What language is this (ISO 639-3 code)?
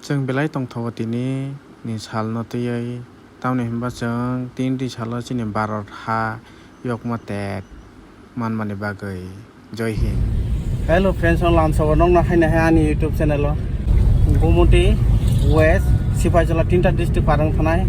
trp